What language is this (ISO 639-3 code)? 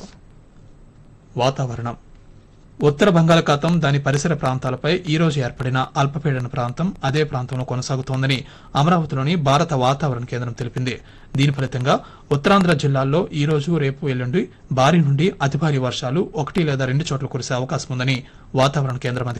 tel